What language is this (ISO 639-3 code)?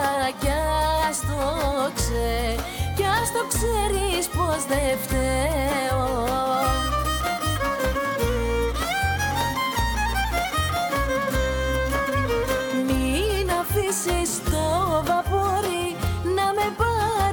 ell